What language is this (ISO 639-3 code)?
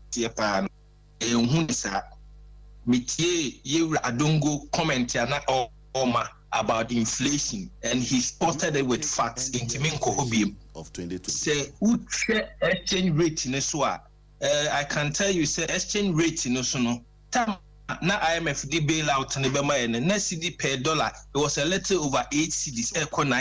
aka